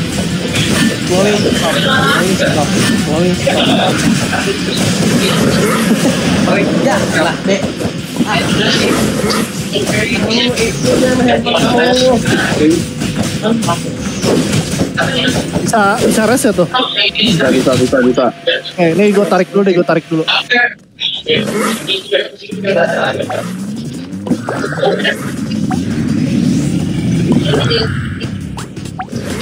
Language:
Indonesian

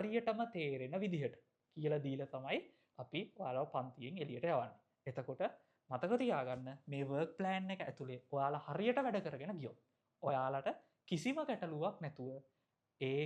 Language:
Sinhala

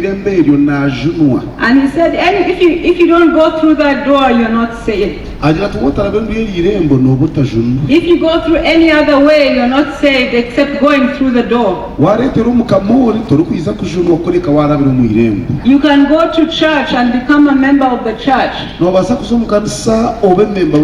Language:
Nyankole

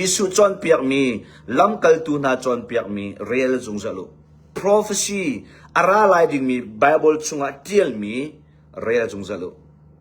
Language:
Hakha Chin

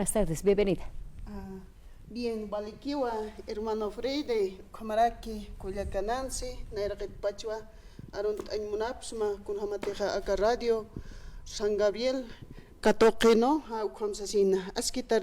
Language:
Aymara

